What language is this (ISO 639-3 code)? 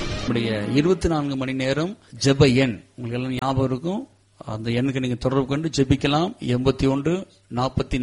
tam